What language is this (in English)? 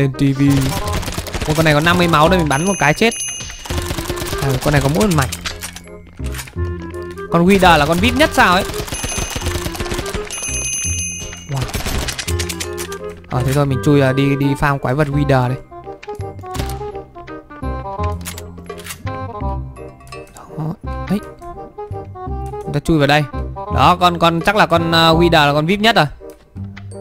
Vietnamese